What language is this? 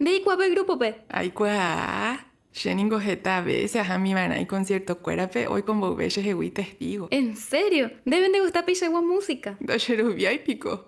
Guarani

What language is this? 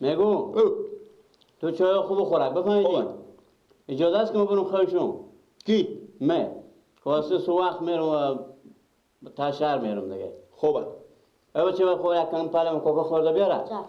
Persian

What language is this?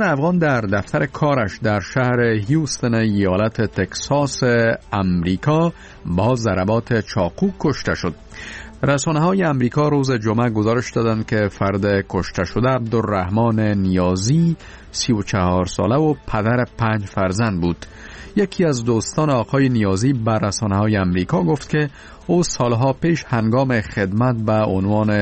Persian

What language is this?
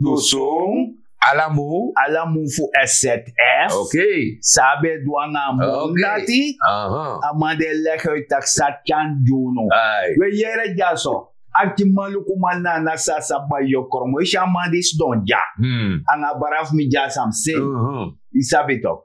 Sranan Tongo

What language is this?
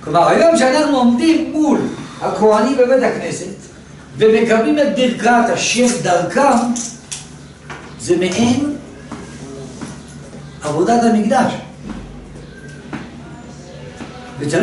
Hebrew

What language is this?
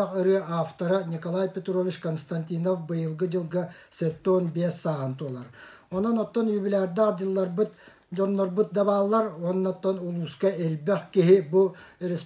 Yakut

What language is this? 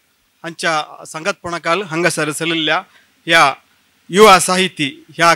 Konkani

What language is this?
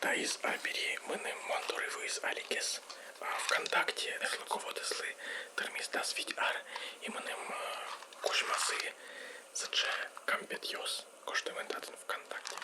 Udmurt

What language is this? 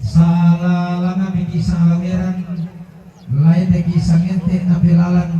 Toraja-Sa'dan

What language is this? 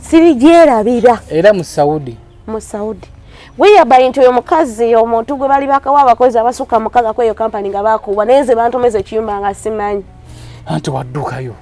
Ganda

